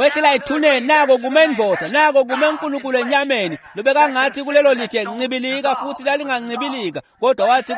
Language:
Swati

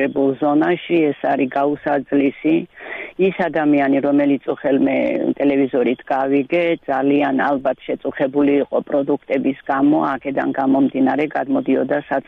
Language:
Georgian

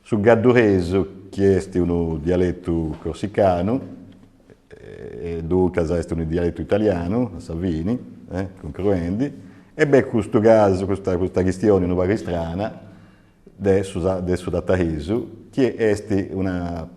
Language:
Sardinian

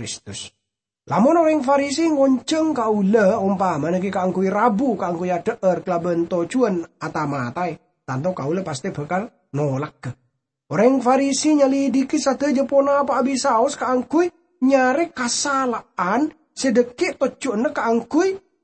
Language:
Madurese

